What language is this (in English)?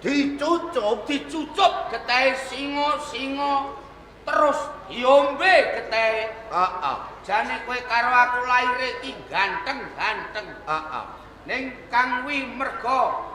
Javanese